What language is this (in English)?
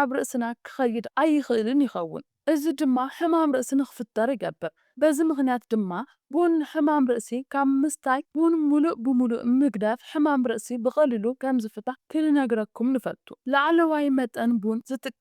Tigrinya